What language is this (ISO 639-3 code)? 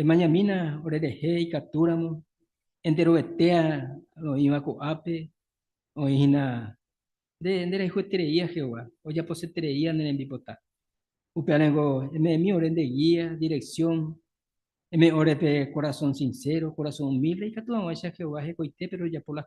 grn